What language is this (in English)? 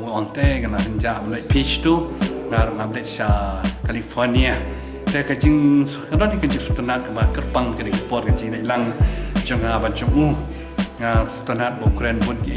Khasi